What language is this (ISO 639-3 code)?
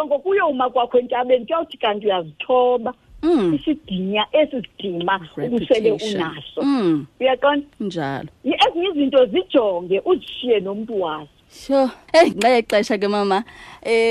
xho